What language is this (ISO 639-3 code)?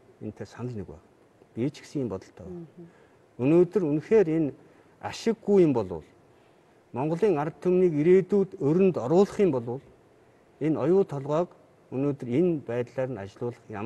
mon